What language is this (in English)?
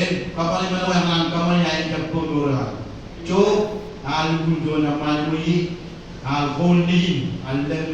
Marshallese